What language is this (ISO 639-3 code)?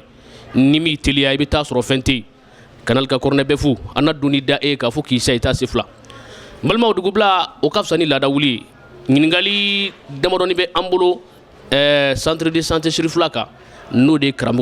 bam